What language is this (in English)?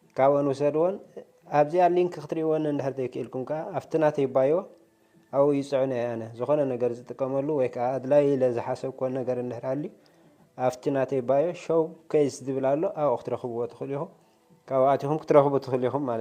Tigrinya